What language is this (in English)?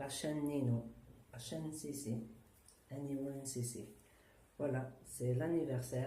Kabyle